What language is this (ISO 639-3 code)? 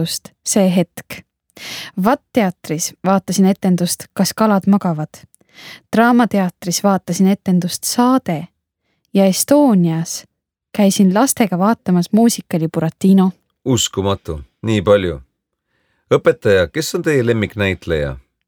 est